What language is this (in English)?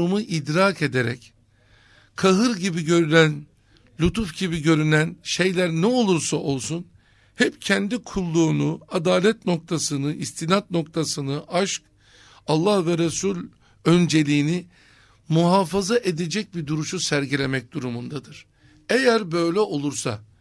Turkish